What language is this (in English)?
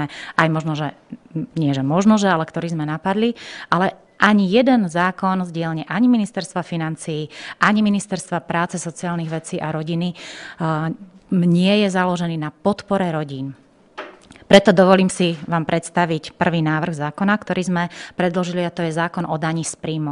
Slovak